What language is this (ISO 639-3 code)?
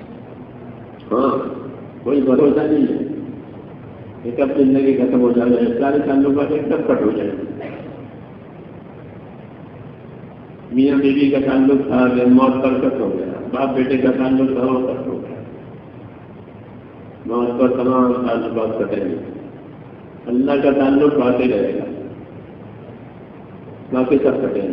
urd